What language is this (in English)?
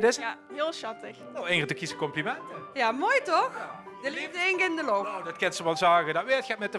Limburgish